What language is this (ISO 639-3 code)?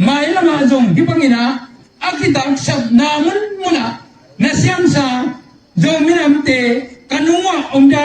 ctd